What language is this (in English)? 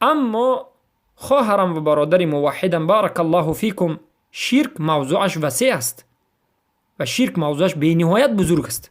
Persian